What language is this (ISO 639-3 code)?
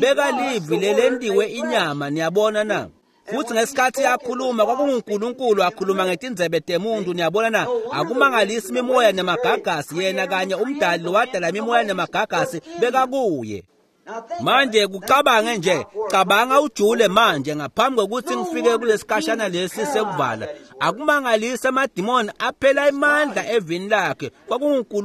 ssw